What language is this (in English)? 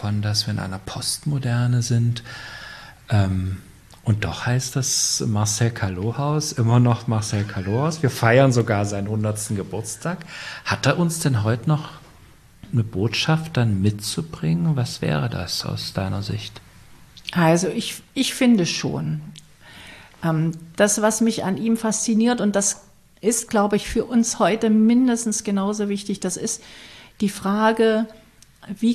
German